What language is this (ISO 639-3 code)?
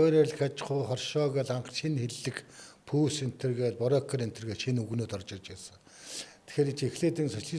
mon